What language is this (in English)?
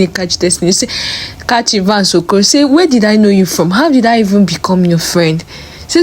Nigerian Pidgin